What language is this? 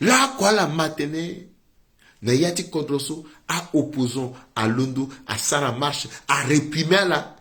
Sango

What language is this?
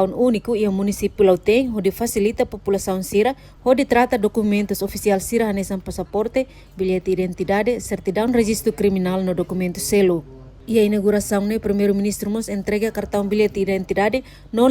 Tetum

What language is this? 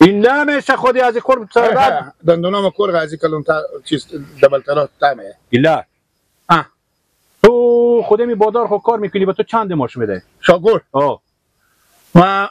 Persian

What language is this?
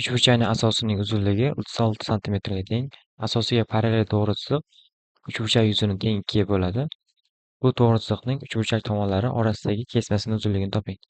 Uzbek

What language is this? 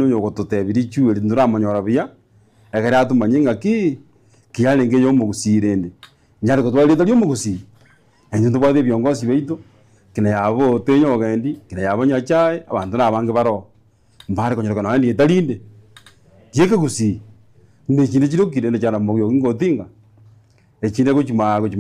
Gusii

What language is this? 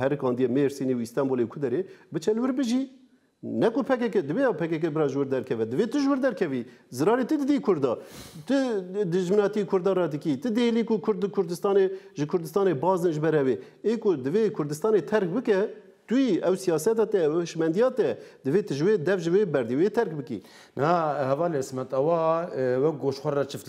Kurdish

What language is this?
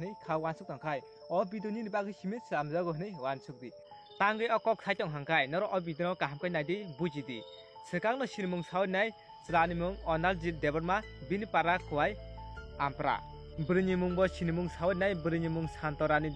Kok Borok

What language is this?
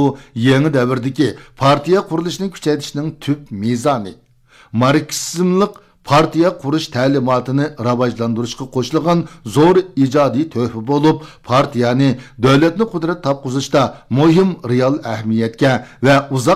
Uyghur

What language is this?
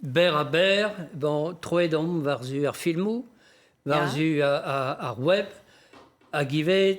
Breton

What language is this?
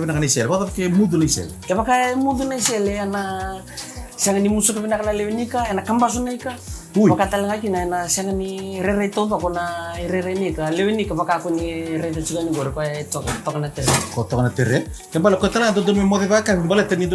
Fijian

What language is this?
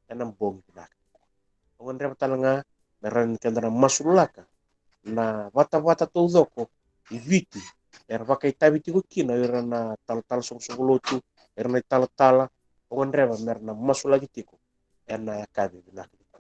Fijian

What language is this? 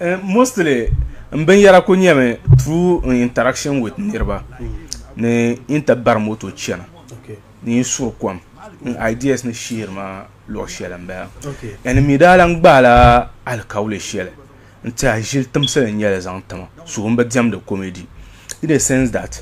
Dagbani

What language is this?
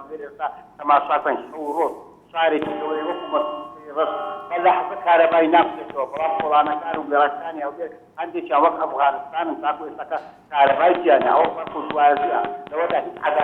Central Kurdish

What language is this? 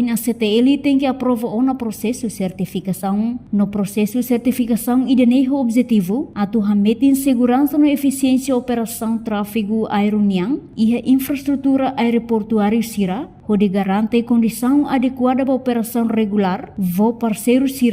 Tetum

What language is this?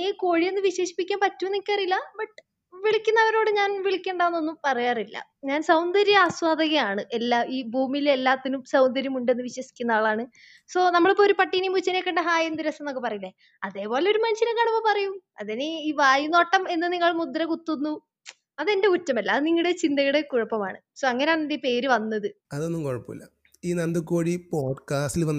Malayalam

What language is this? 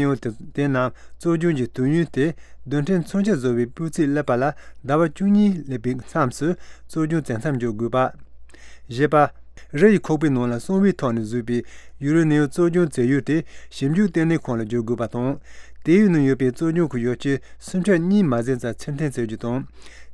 Tibetan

